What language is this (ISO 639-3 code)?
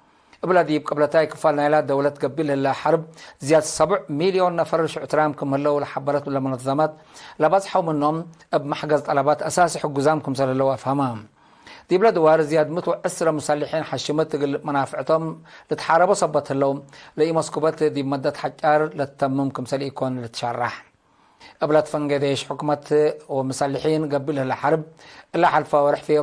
tig